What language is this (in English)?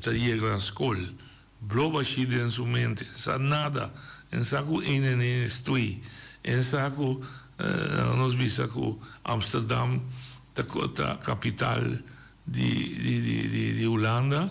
Papiamento